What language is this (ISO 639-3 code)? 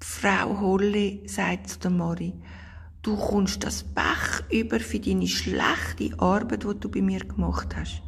gsw